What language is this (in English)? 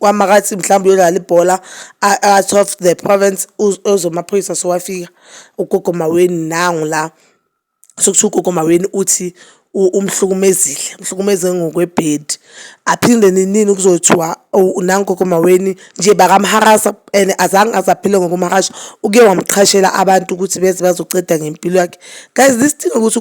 Zulu